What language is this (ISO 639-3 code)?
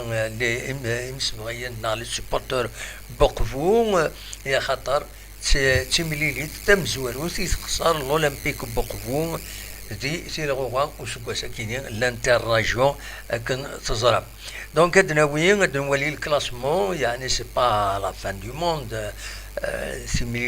kab